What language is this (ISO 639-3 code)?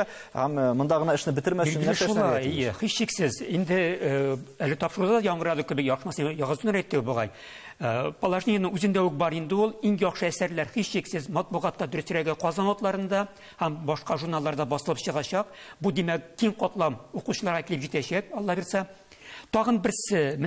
tat